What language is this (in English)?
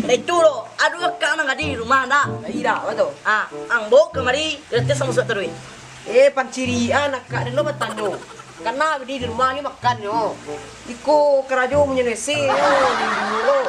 Minangkabau